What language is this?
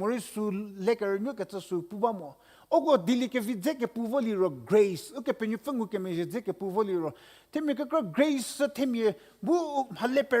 Angami Naga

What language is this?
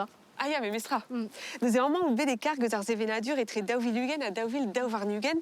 Breton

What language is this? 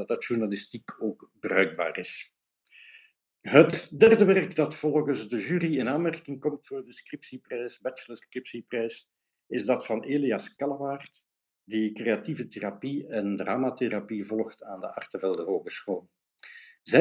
Dutch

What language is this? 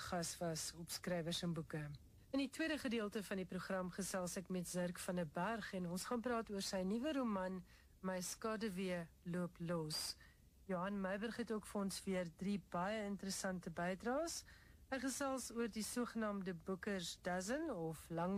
Afrikaans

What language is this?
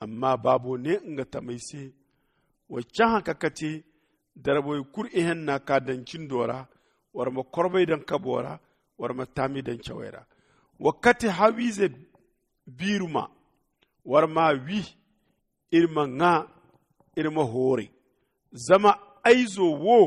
Zarma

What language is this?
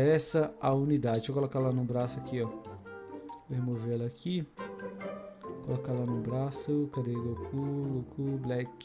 Portuguese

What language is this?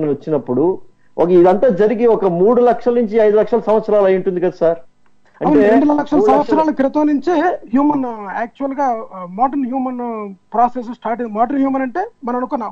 Telugu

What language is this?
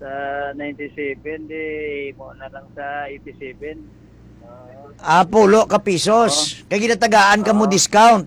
Hiligaynon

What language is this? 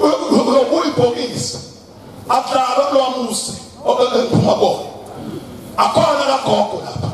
Zulu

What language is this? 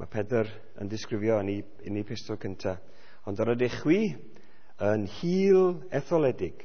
Welsh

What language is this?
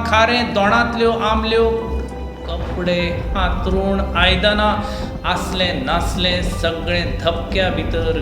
Konkani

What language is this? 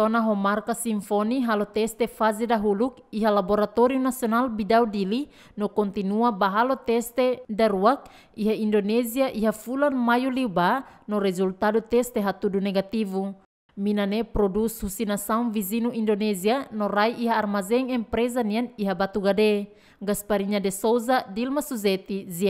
Tetum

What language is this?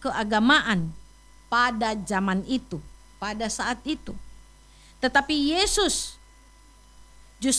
Indonesian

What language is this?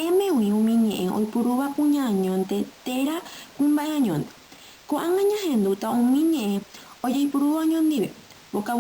Guarani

